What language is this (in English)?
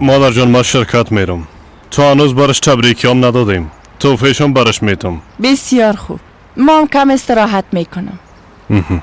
Persian